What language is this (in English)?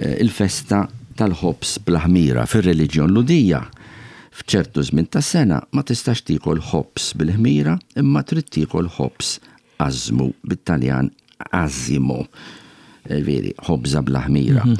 Maltese